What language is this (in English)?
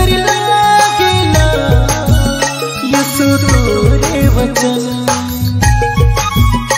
Bhojpuri